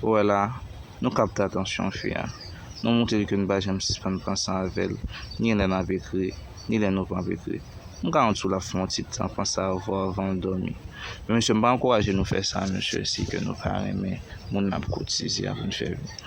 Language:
Haitian Creole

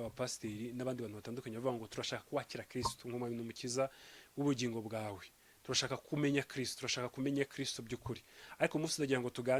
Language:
Kinyarwanda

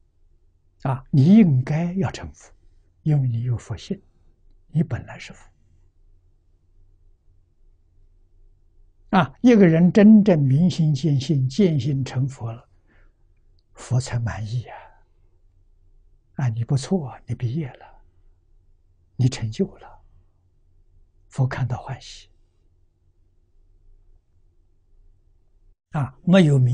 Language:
Chinese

